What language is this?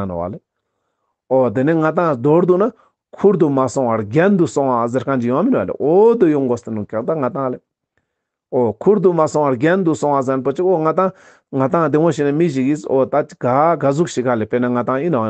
Ladakhi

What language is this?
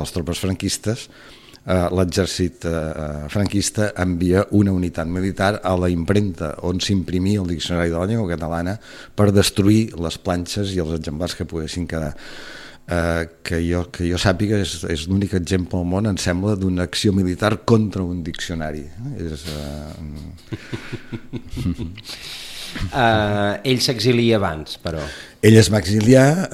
Catalan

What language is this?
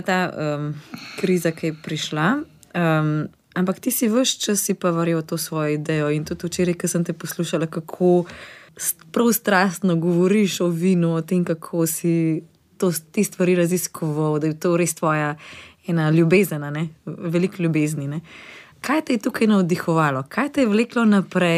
Slovenian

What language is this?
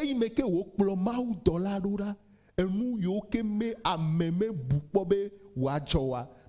Ewe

